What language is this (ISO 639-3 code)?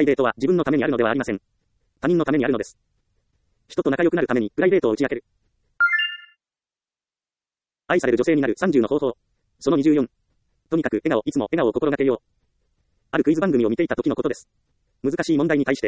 jpn